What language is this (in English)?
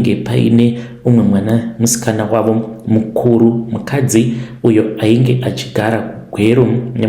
Shona